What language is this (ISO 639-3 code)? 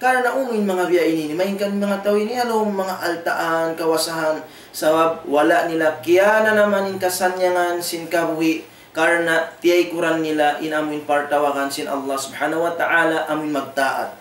tsg